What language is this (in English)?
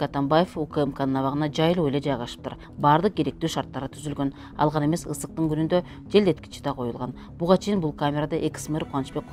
Kyrgyz